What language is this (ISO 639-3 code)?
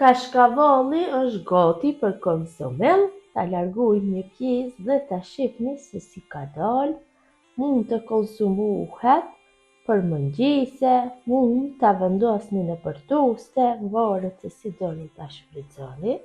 sqi